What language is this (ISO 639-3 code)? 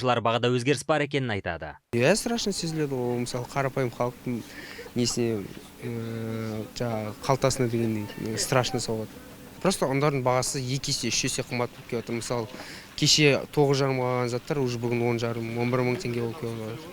kaz